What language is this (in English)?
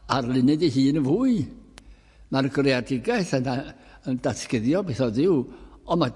Welsh